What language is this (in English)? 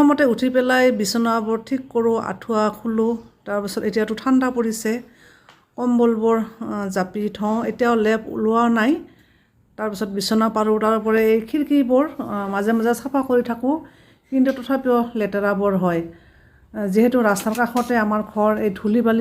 Assamese